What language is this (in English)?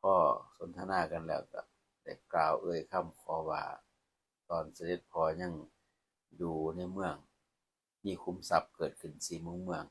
Lao